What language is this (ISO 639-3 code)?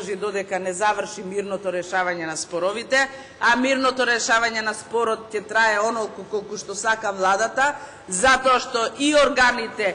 mkd